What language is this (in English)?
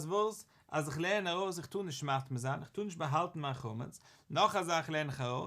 Yiddish